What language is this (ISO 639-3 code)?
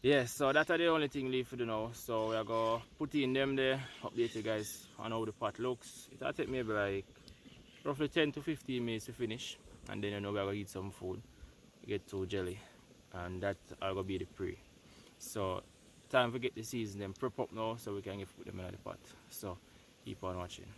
jam